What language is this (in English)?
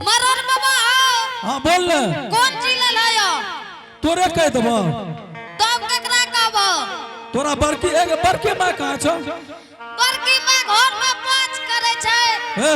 Angika